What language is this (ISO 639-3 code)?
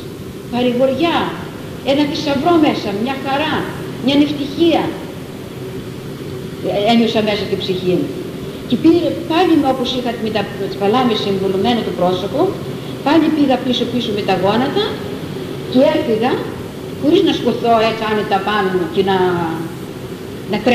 ell